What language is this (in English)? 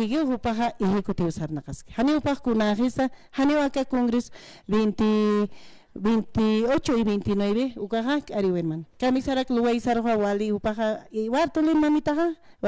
Aymara